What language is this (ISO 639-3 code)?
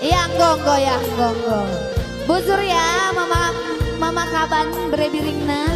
btx